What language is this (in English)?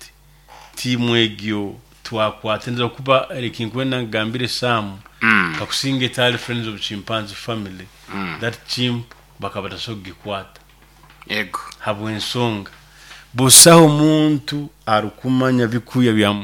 Nyoro